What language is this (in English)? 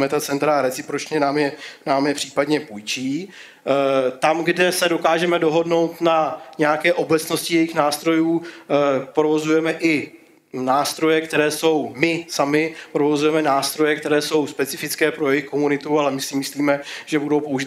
Czech